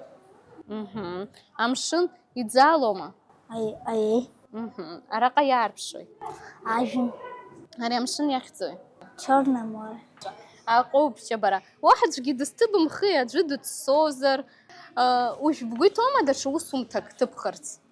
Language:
Abkhazian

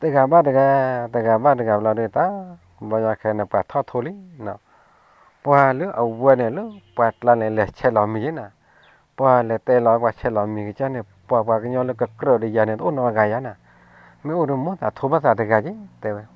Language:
S'gaw Karen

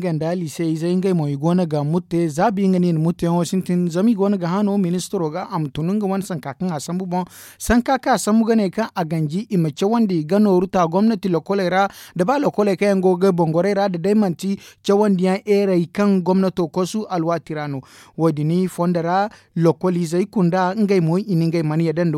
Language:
Zarma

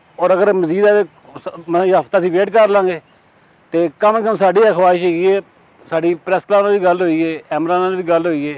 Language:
Western Panjabi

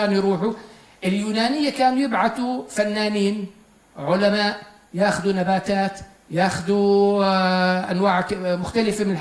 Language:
North Levantine Arabic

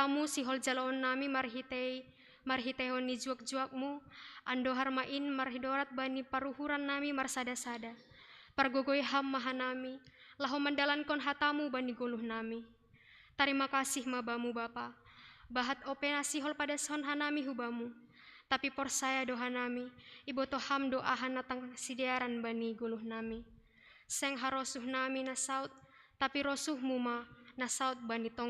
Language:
Batak Simalungun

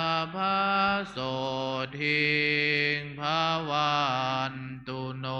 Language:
Pali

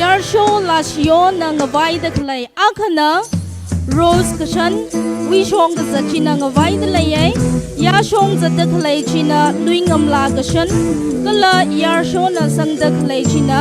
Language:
Tangkhul Naga (India)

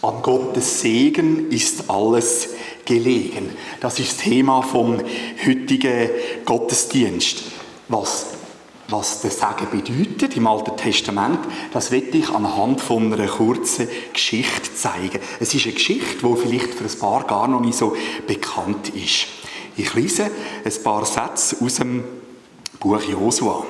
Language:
Swiss German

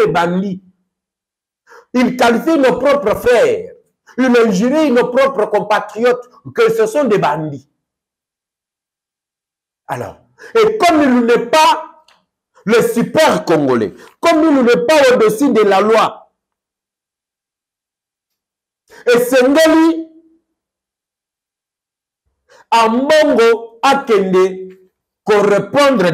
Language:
French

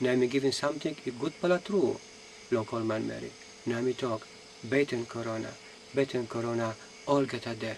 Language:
Tok Pisin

